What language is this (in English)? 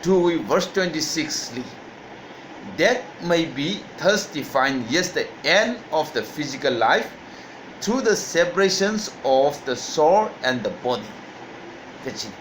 Tangkhul Naga (India)